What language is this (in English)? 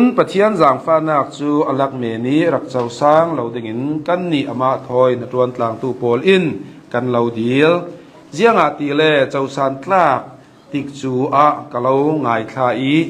Hakha Chin